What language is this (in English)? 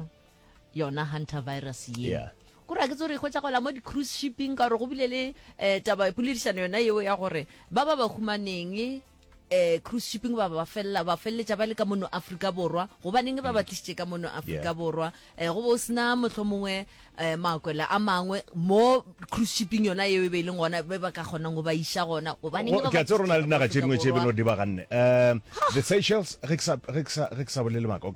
Northern Sotho